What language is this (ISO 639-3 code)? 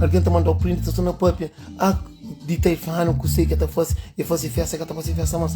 kea